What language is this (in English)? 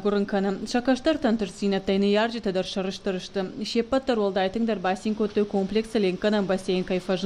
Ossetic